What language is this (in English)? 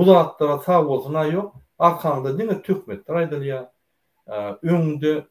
Turkmen